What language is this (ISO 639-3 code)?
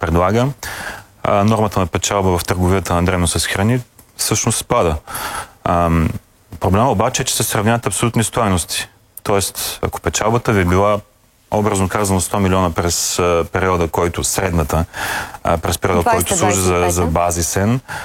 bul